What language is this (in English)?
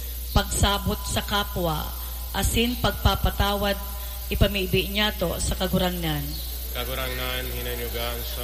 Bikol